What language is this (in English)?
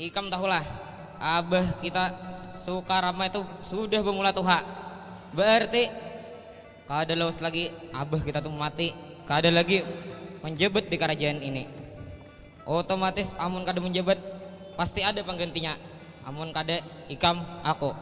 Banjar